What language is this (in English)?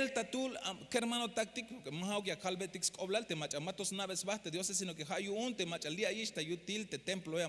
Tzeltal